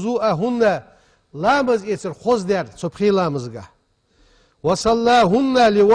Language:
Ingush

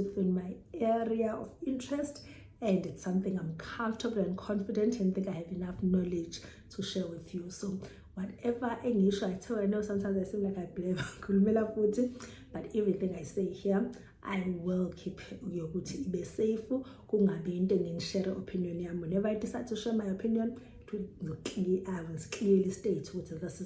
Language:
Zulu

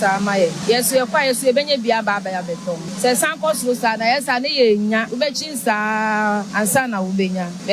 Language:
Akan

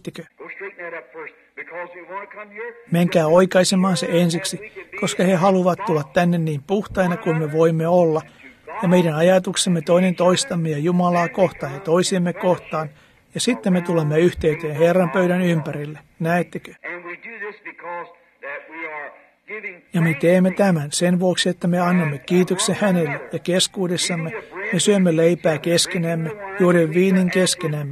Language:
Finnish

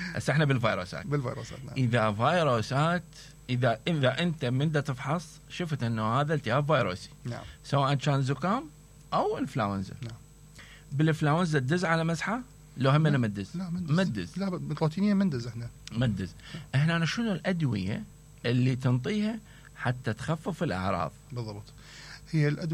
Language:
Mesopotamian Arabic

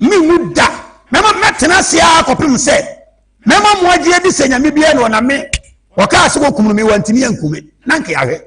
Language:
Akan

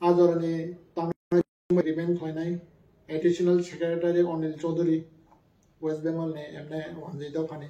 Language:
Kok Borok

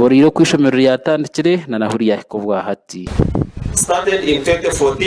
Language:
Nyankole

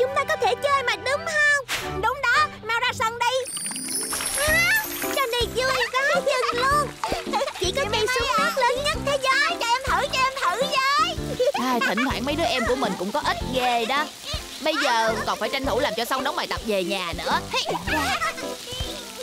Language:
Vietnamese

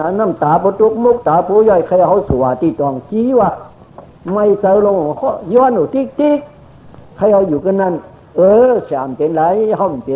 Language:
Shan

